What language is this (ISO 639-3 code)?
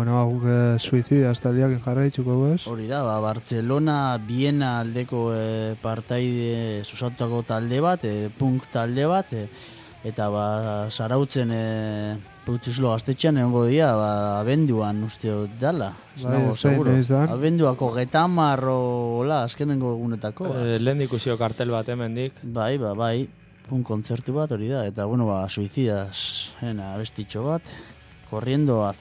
eus